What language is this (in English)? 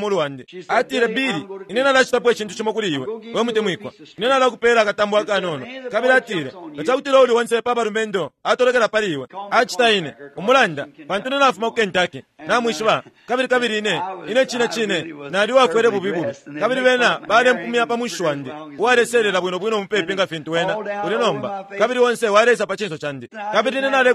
Bemba